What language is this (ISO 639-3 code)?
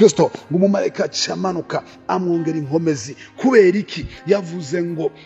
run